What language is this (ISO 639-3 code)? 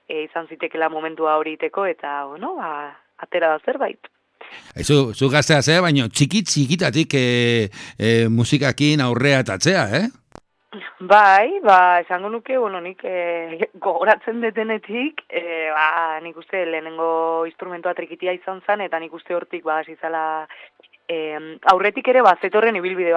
eus